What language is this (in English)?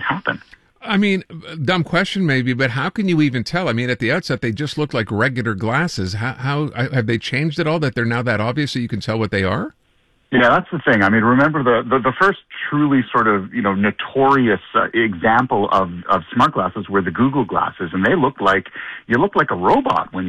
English